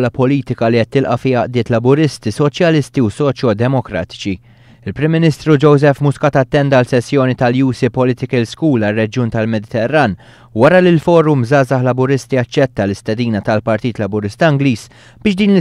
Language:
Maltese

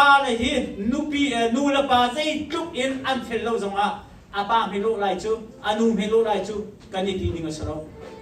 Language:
Hakha Chin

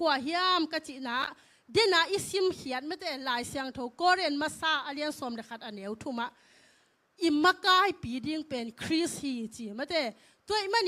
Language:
Tedim Chin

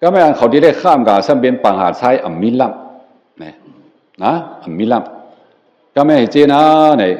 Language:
Shan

